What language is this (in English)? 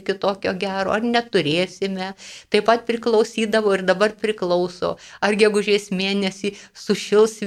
Lithuanian